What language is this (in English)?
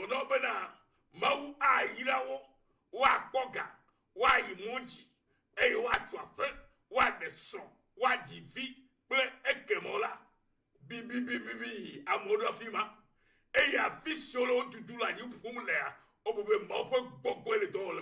Ewe